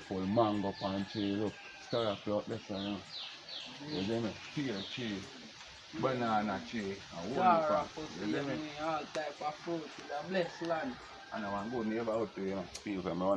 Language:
Jamaican Creole English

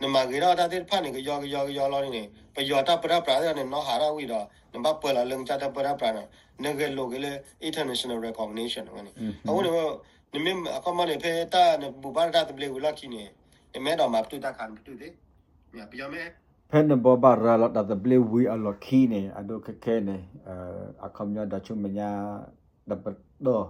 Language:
S'gaw Karen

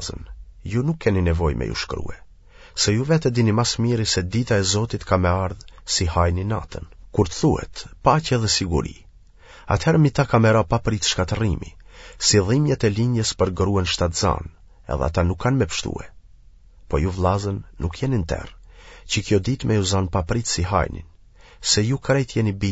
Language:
Albanian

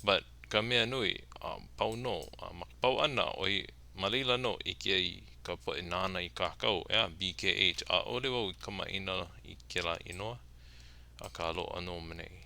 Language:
Hawaiian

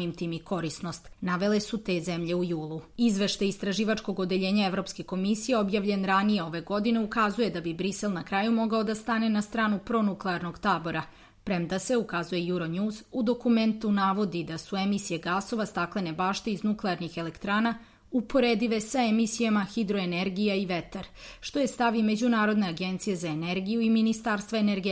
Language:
Serbian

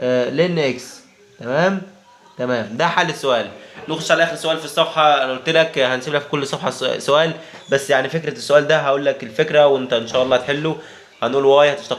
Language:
Egyptian Arabic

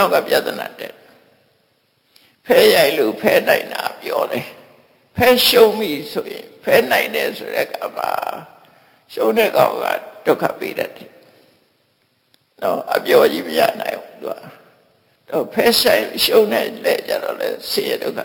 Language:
Burmese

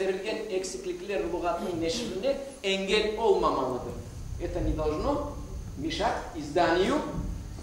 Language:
Crimean Tatar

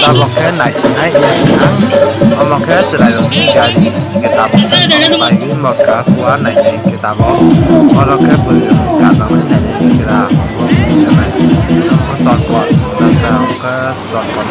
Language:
Kok Borok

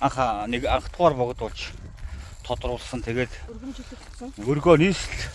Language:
Mongolian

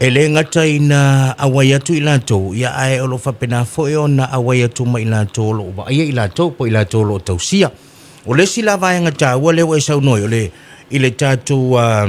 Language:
Samoan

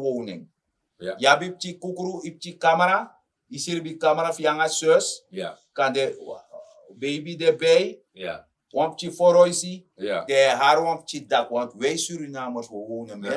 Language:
Sranan Tongo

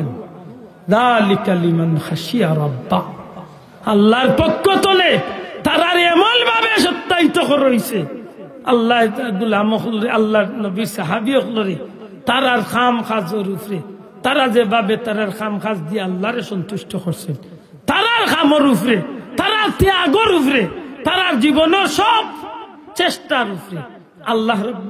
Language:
Sylheti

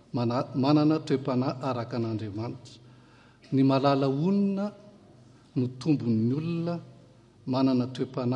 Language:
Malagasy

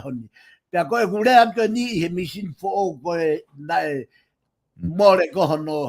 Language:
Tongan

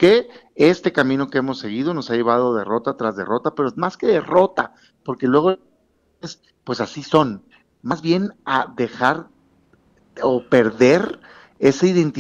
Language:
Spanish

